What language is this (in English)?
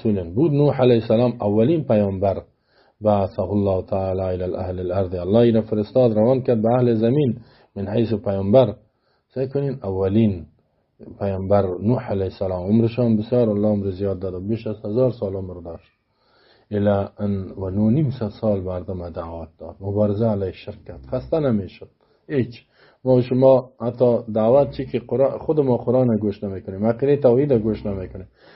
Persian